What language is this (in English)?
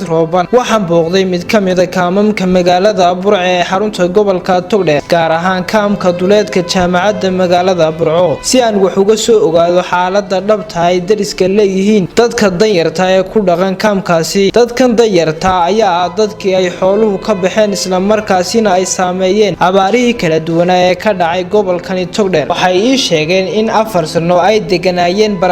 Somali